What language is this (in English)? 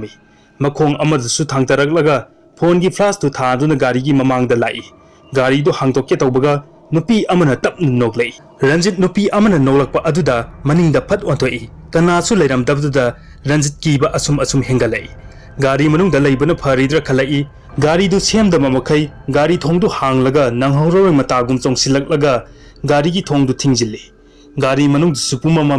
Manipuri